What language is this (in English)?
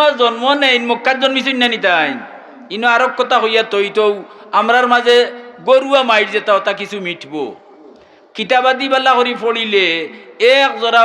Sylheti